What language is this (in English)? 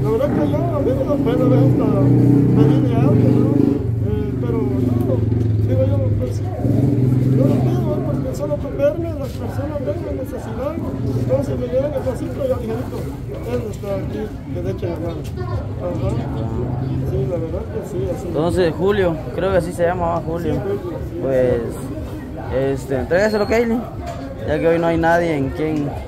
Spanish